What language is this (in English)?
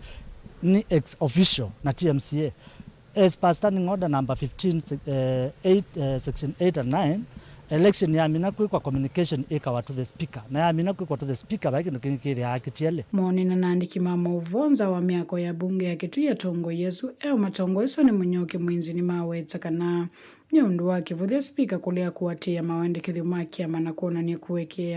Kamba